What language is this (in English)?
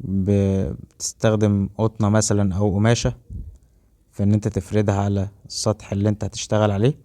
Egyptian Arabic